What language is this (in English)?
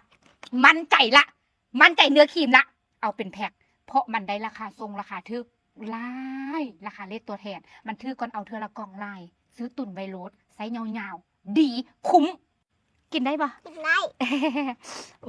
Lao